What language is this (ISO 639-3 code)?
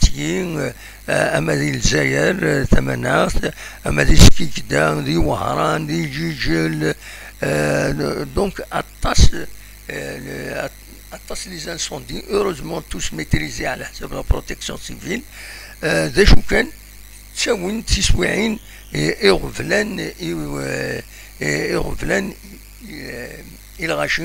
kab